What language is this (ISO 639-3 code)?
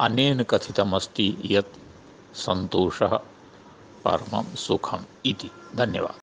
san